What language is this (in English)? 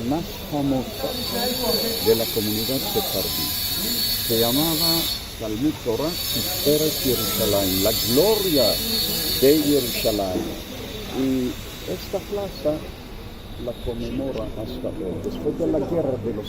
Ladino